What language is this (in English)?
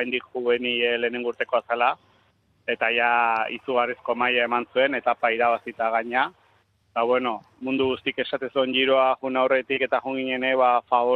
Basque